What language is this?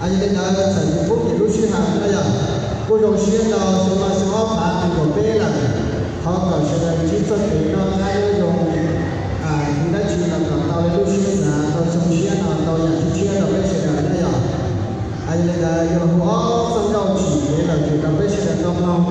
Hmong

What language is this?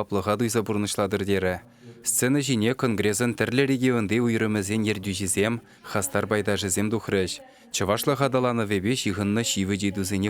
Chuvash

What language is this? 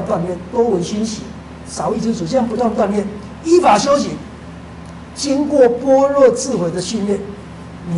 Chinese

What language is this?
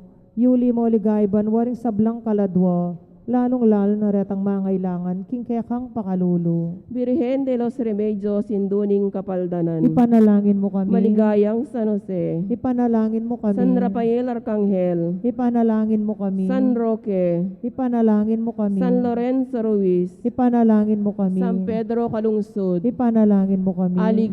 Pampanga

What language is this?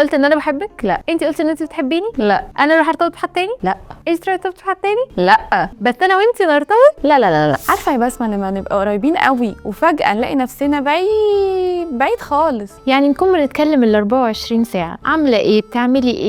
Egyptian Arabic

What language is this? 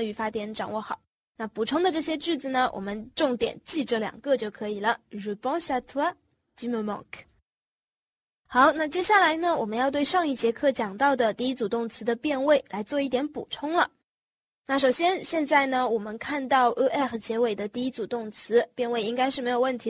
Chinese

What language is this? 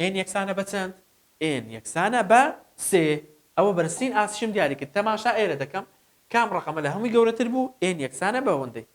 Central Kurdish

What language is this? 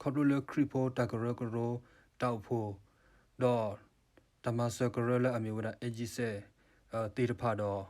S'gaw Karen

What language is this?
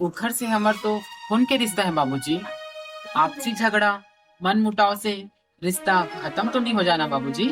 Chhattisgarhi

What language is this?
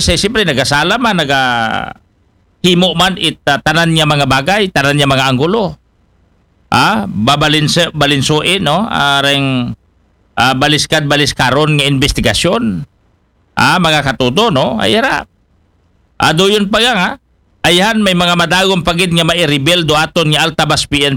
Aklanon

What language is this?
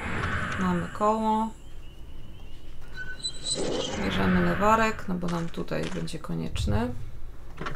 Polish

